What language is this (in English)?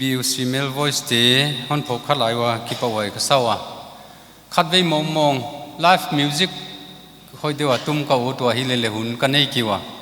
Paite Chin